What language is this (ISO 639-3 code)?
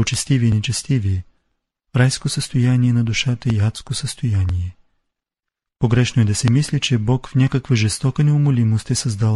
bul